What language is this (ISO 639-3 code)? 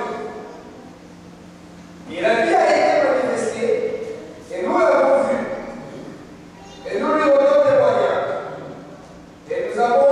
fra